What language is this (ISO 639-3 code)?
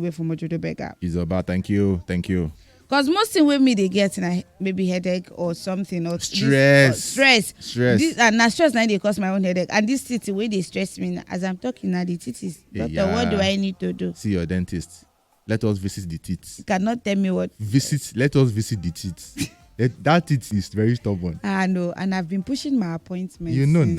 pcm